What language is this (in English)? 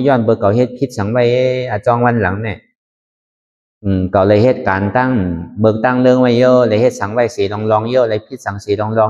Shan